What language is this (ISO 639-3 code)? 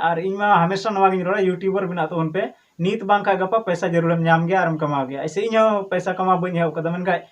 sat